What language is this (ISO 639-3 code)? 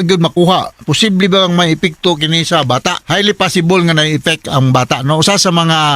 ceb